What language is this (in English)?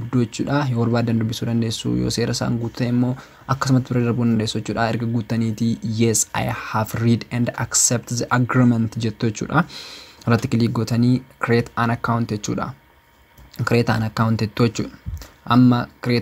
Oromo